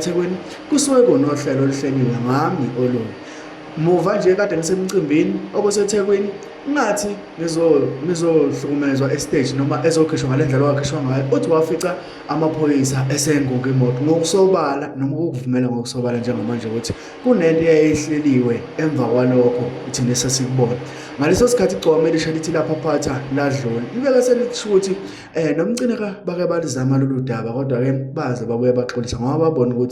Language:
Zulu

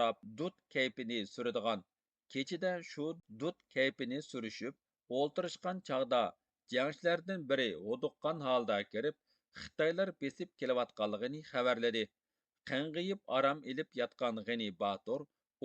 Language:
Uyghur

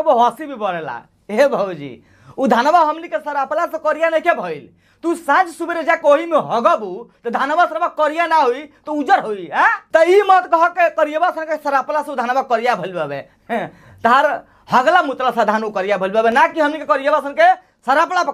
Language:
Bhojpuri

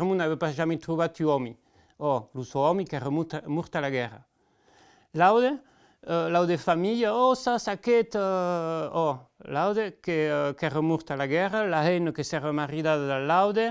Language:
Occitan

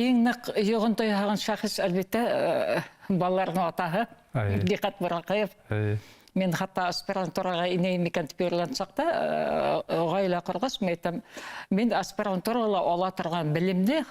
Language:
Bashkir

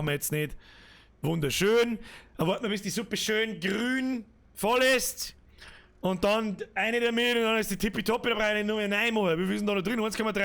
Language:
Bavarian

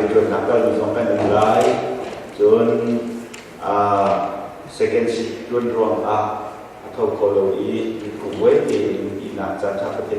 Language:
Hakha Chin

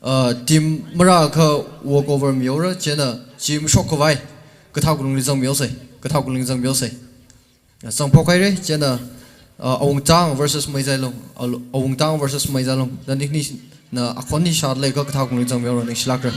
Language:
Tangkhul Naga (India)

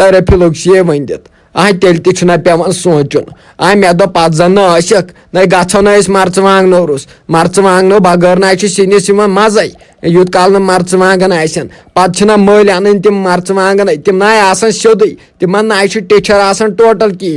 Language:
Kashmiri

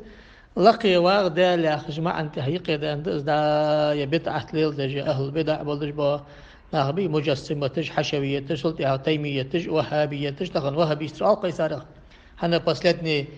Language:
Ingush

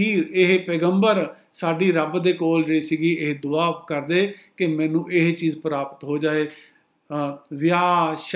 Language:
Punjabi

